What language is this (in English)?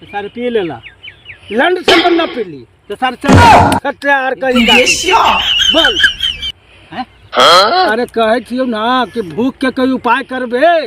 Magahi